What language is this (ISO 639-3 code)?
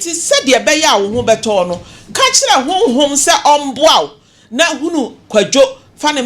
aka